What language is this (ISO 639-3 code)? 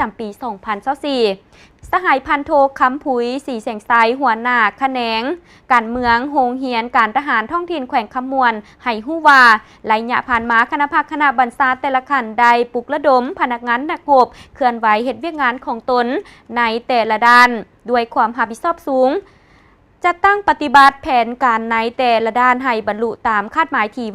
lao